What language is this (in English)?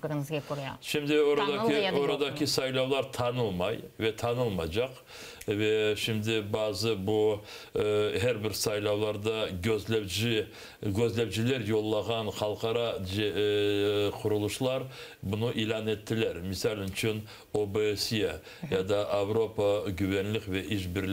Crimean Tatar